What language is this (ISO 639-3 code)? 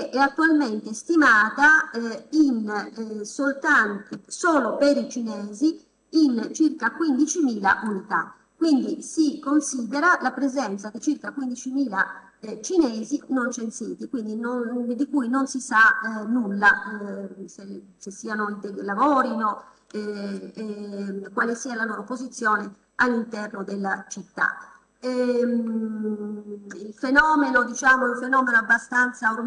ita